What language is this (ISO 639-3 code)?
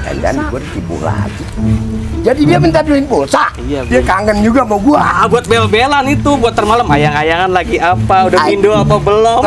bew